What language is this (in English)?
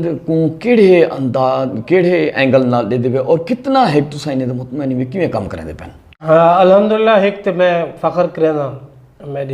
Saraiki